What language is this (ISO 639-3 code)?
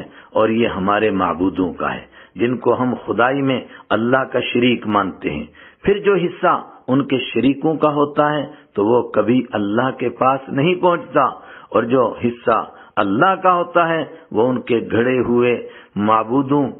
urd